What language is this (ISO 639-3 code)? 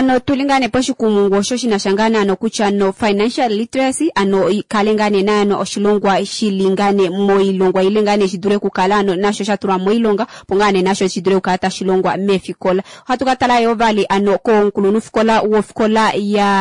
kua